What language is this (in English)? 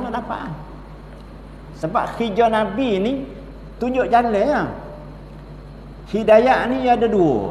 Malay